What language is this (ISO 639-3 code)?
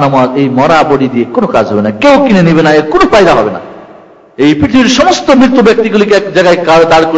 ben